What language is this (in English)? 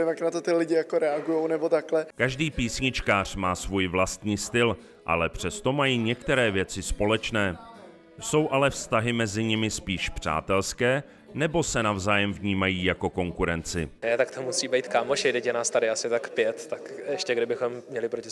Czech